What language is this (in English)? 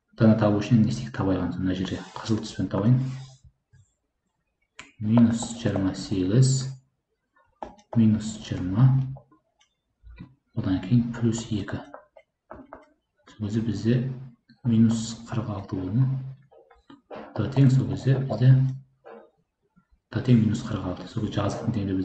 Kazakh